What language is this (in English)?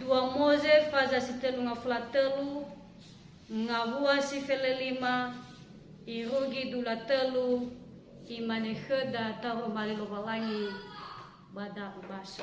Nias